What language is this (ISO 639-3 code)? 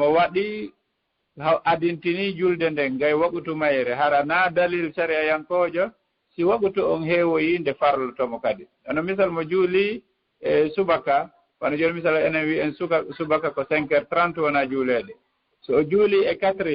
ful